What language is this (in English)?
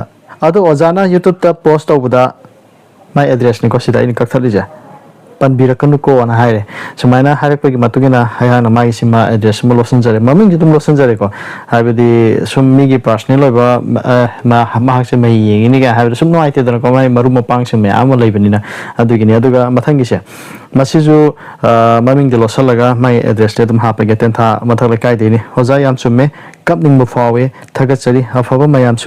Manipuri